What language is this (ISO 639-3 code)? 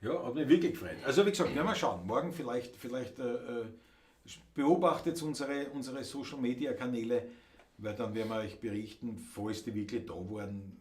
bar